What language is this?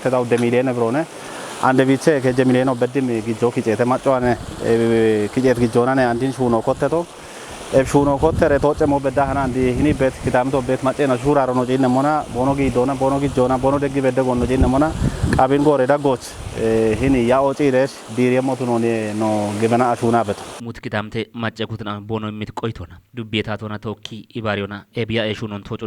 Kafa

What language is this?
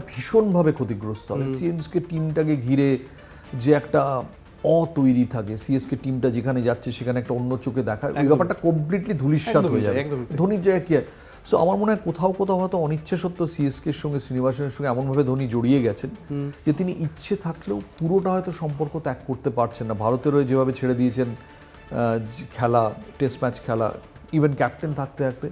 Bangla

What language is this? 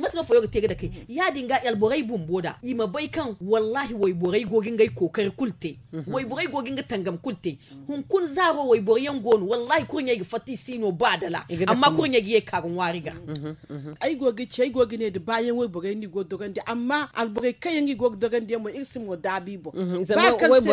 Zarma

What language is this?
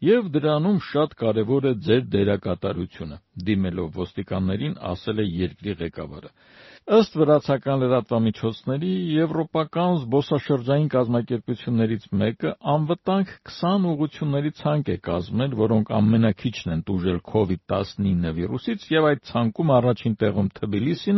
Armenian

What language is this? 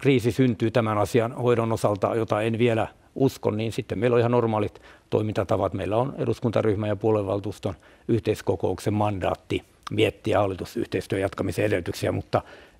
Finnish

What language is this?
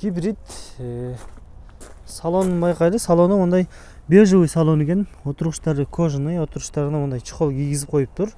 Kyrgyz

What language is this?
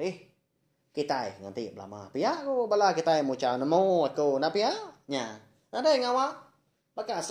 Iban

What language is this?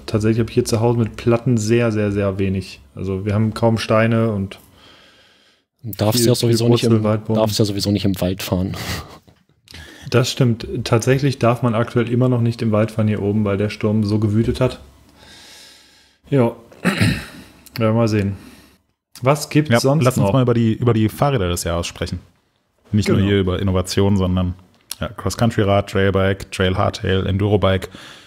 German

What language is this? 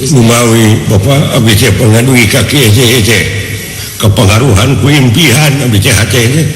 Sundanese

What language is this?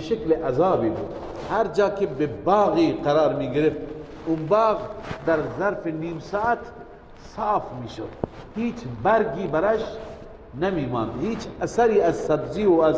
Persian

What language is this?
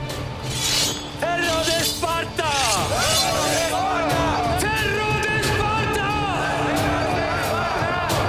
Turkish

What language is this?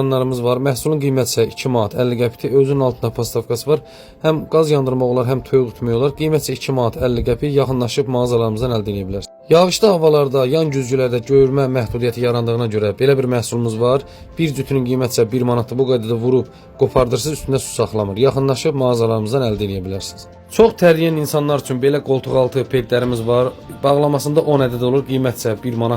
Azerbaijani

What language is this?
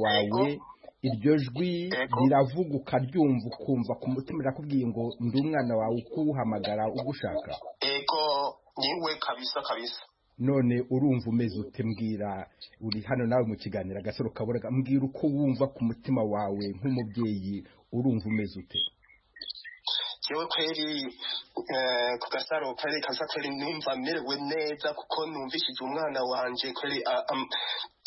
Kinyarwanda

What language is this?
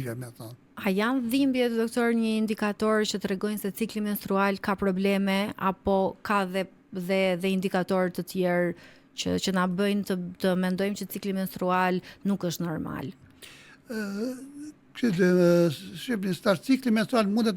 Albanian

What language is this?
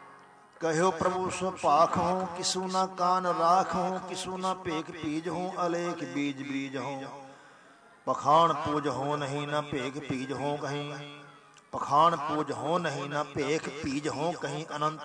Punjabi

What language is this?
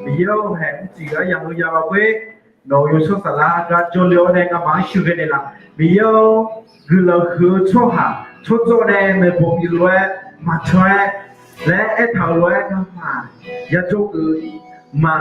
Akha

